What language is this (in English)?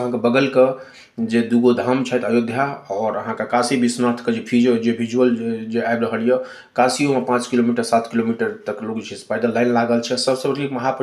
Maithili